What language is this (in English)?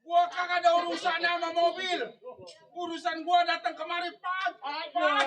Betawi